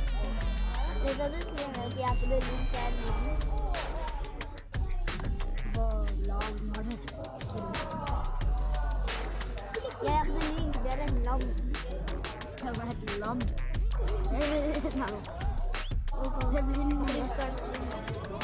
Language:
Norwegian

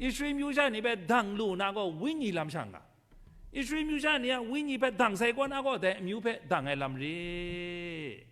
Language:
Kachin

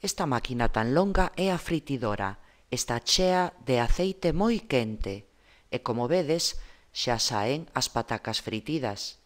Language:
Galician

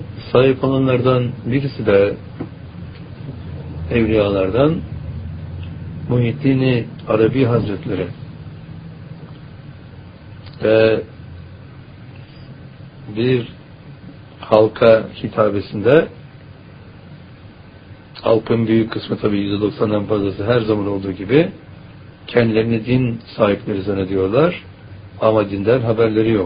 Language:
Turkish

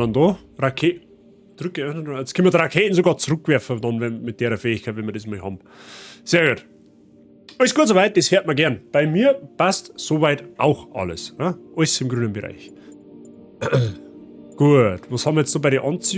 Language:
Bavarian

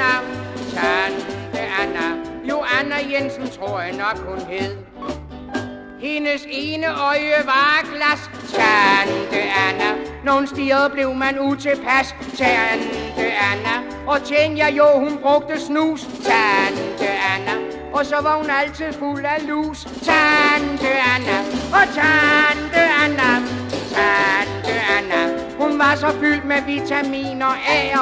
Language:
Danish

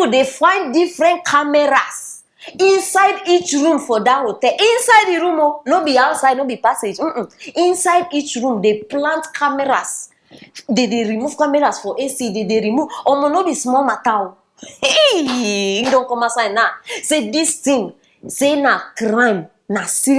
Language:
Nigerian Pidgin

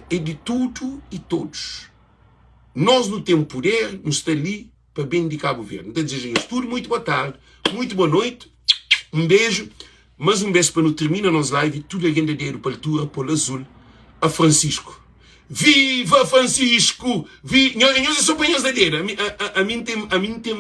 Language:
Kabuverdianu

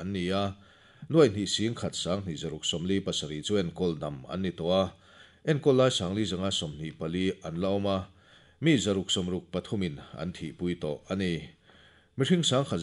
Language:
Mizo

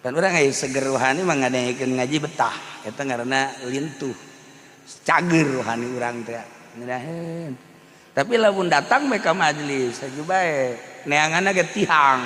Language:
Sundanese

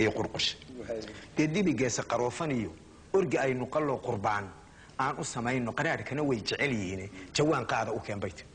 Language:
Somali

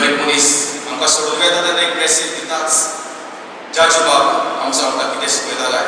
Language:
Konkani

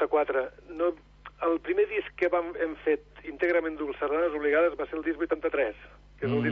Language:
Catalan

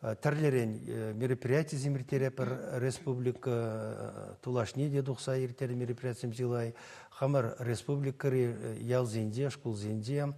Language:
Chuvash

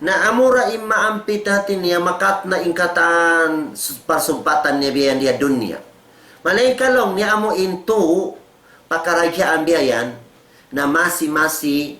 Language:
Tausug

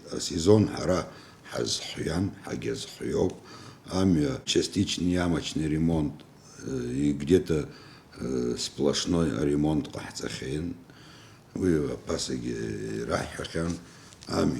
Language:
Abkhazian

